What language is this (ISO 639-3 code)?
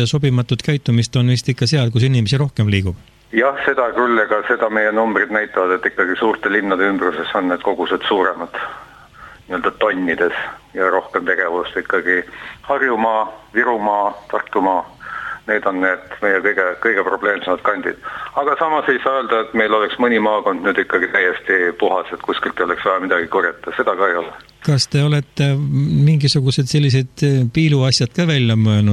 est